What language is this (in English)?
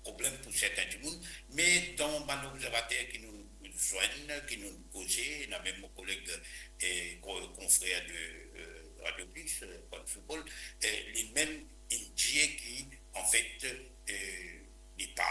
Morisyen